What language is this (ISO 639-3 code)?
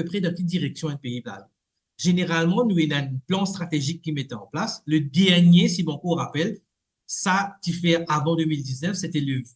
mfe